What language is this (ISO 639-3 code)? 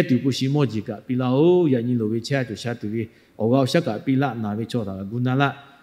lhu